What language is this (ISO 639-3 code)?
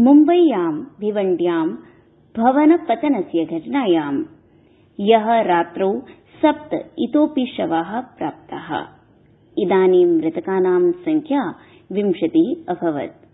san